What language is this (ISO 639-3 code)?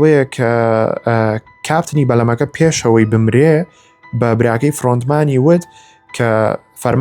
ckb